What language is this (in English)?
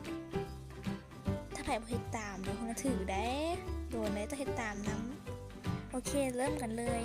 Lao